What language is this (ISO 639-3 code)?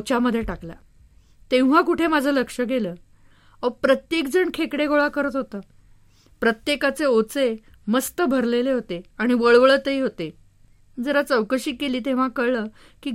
mar